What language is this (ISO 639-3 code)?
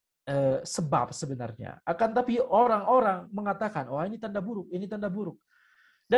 ind